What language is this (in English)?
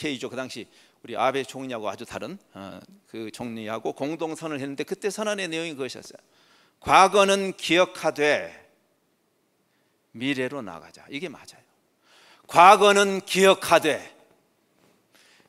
Korean